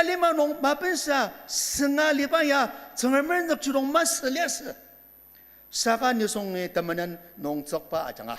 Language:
Ao Naga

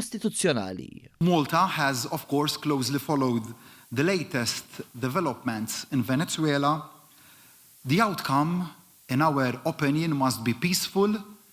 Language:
Maltese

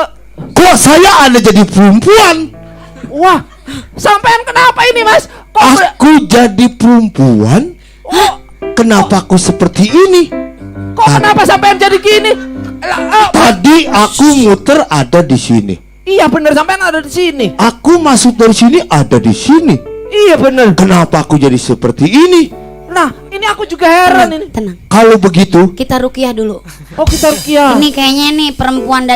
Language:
Betawi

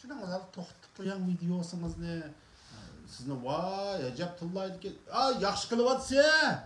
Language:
Uyghur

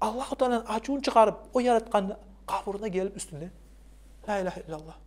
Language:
Kumyk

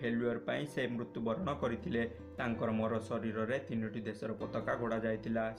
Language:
Odia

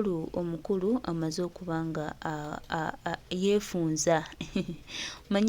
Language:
Ganda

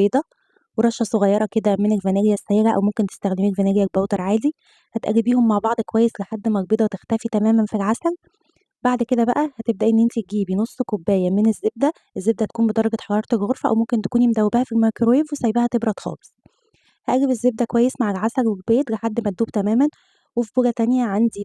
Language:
Egyptian Arabic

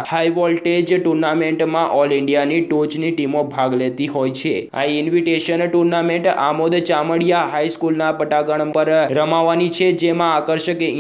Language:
Gujarati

